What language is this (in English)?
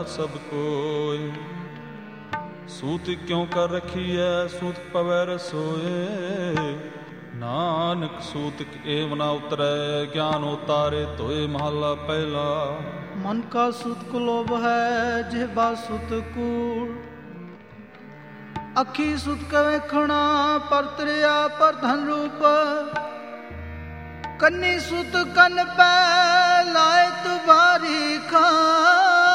Punjabi